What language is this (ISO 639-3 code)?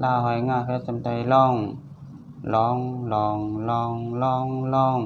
shn